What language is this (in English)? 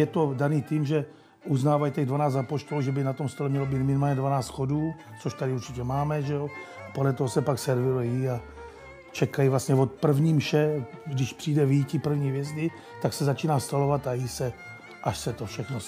Czech